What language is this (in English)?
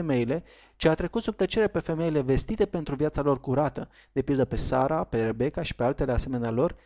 Romanian